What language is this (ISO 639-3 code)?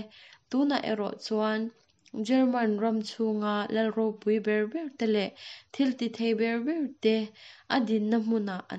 lus